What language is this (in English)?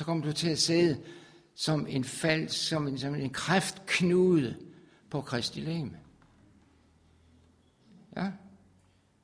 Danish